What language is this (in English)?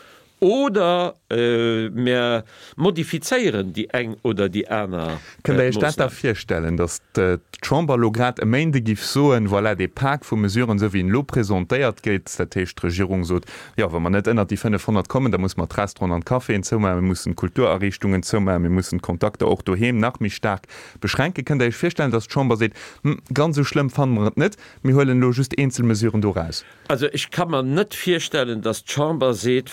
Luxembourgish